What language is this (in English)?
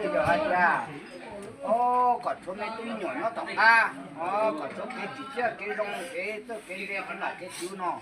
Hmong